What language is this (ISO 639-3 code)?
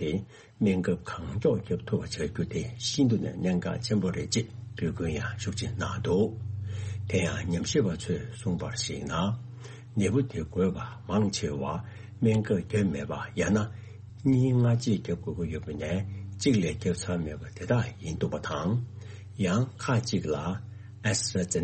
bod